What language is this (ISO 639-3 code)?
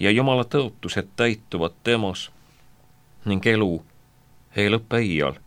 est